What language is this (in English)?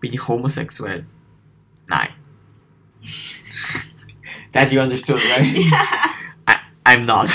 Swiss German